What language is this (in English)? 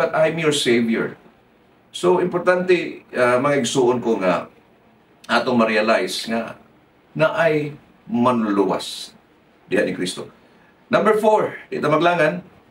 Cebuano